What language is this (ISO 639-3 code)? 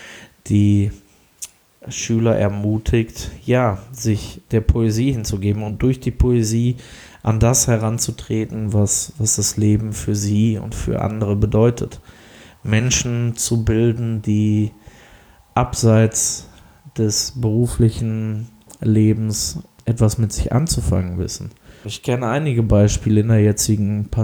deu